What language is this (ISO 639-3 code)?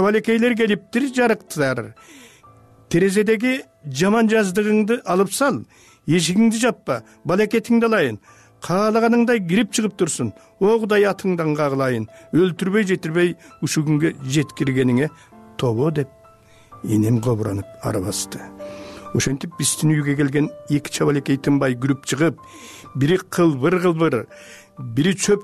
kir